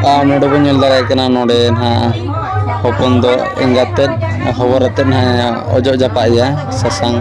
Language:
Santali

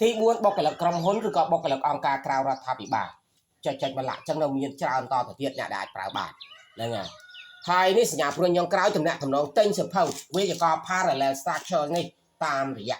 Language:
Khmer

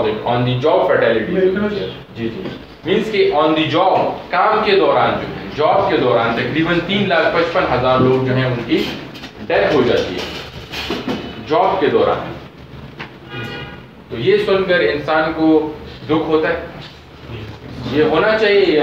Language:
Urdu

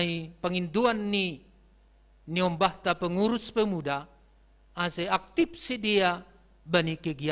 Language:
Batak Simalungun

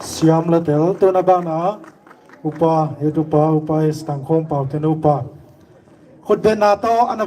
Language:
Paite Chin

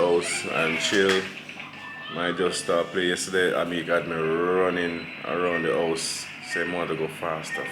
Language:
Jamaican Creole English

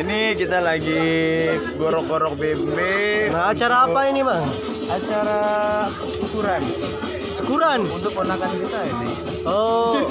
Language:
Sasak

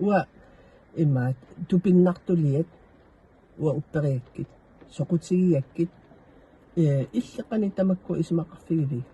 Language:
Kalaallisut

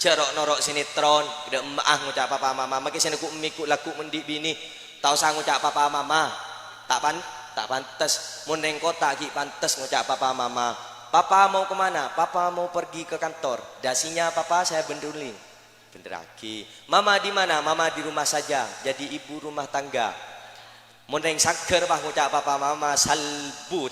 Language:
Madurese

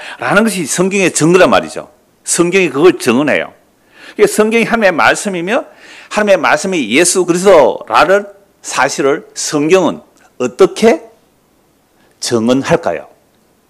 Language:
Korean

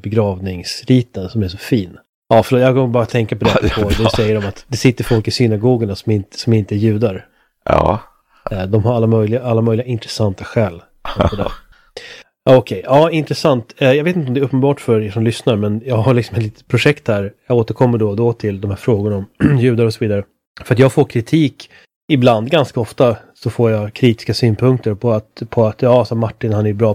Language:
Swedish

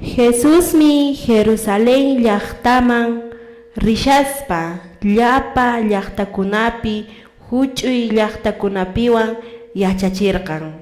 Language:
Quechua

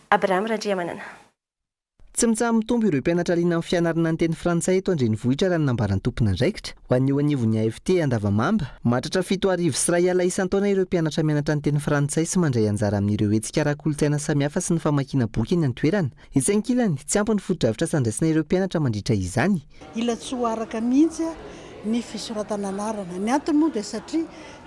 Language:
Malagasy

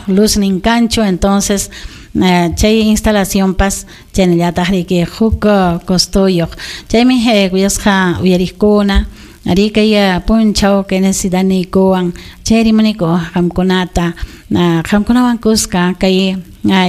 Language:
Ayacucho Quechua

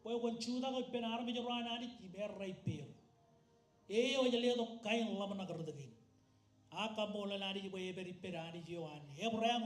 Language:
Marshallese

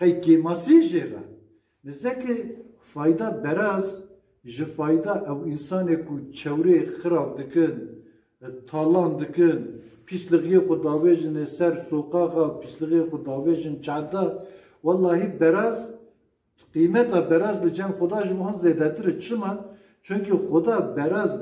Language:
Kurdish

